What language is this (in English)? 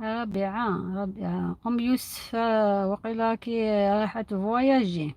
Algerian Arabic